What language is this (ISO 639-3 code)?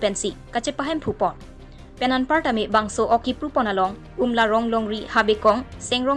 mjw